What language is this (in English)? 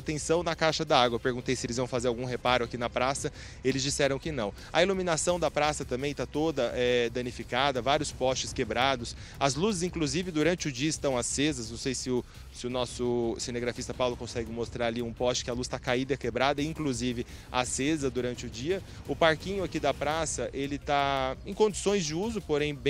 Portuguese